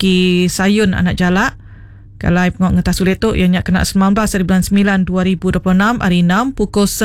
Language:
Iban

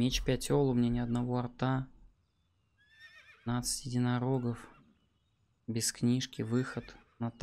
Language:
Russian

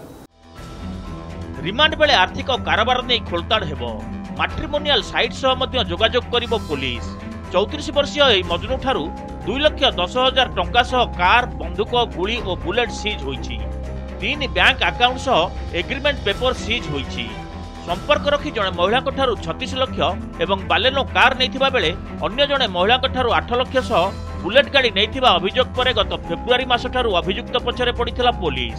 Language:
Odia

